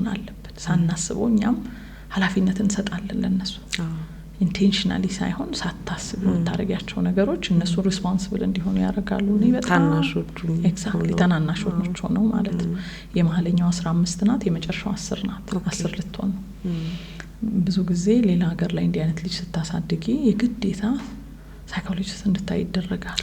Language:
Amharic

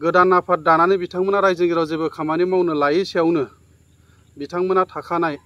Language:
Bodo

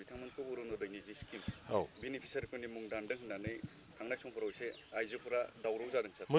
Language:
Bodo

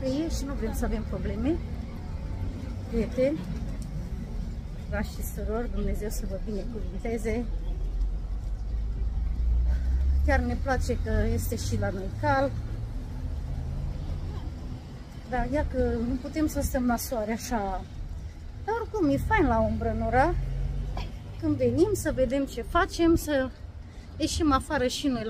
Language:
Romanian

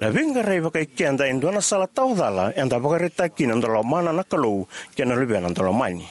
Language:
Fijian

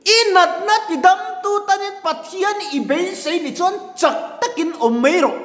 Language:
Mizo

